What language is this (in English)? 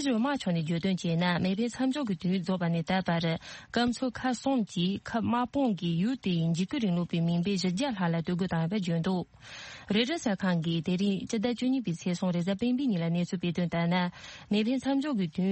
Tibetan